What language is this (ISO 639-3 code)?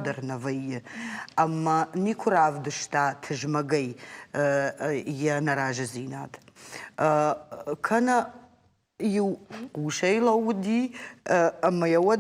oss